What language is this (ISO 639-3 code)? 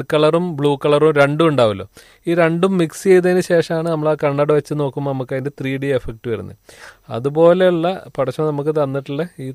mal